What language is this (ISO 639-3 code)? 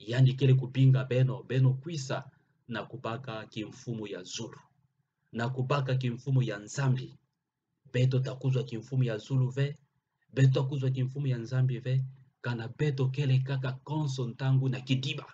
ktu